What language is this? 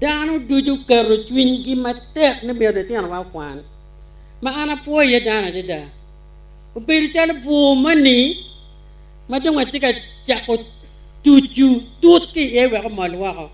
Acoli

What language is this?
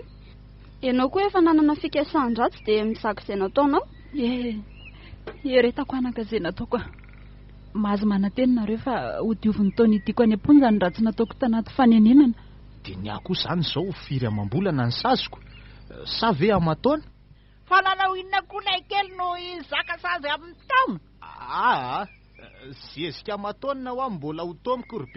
Malagasy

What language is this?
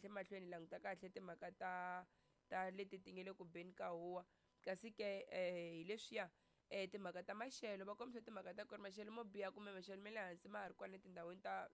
Tsonga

